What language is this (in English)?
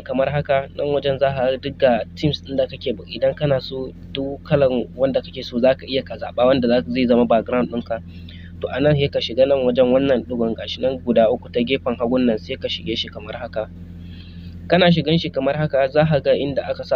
Hausa